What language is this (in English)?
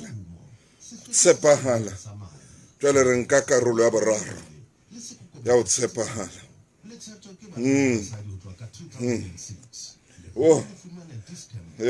Southern Sotho